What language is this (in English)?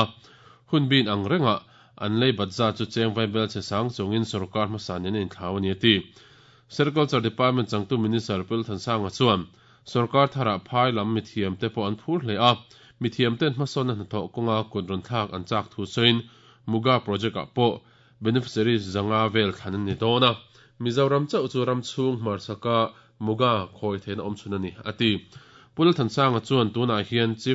Mizo